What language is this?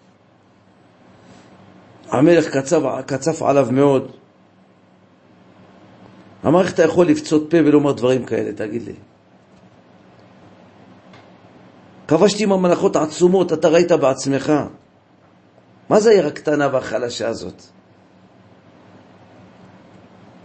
Hebrew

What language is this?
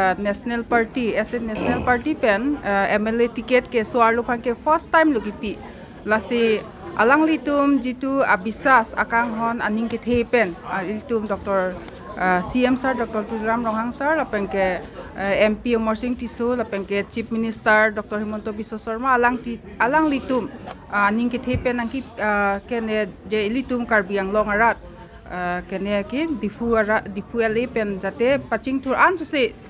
Karbi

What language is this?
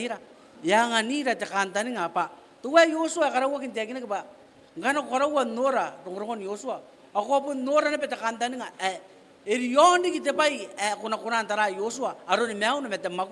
Gilbertese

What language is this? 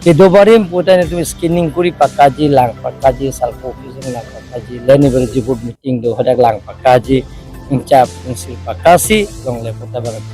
Karbi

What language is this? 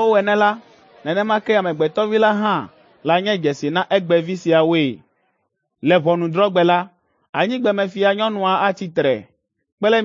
Ewe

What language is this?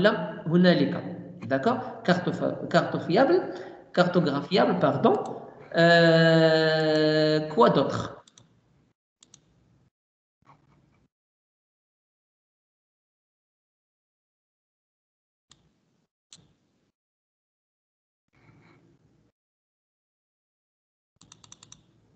French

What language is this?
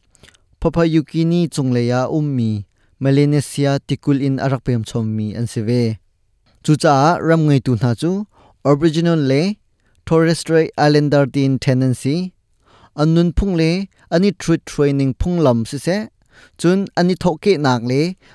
Hakha Chin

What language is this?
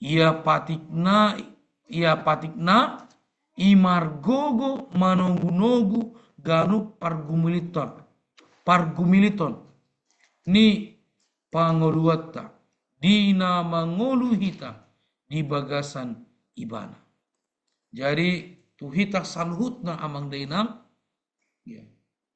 Batak Toba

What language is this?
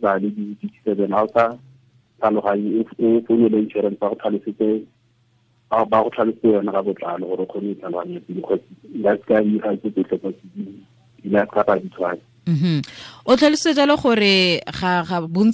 Tswana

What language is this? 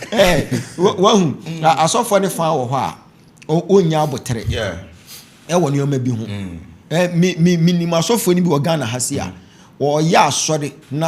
Akan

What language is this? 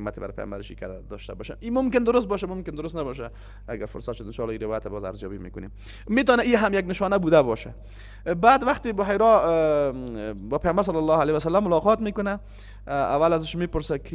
Persian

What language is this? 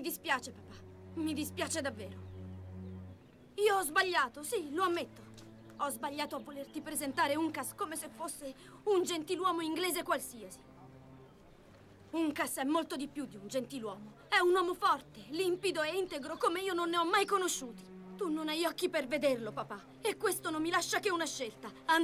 Italian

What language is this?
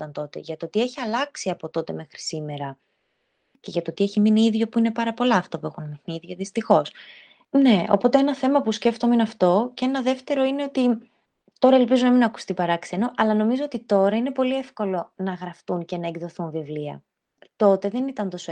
Greek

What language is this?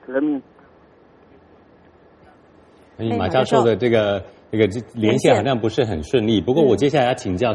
Chinese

